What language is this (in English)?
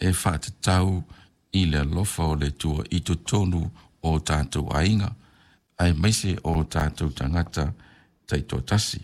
Samoan